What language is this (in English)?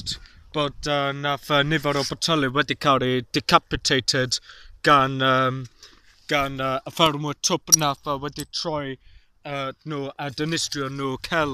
Welsh